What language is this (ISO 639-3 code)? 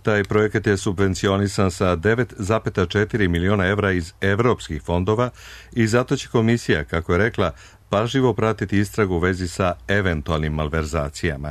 srp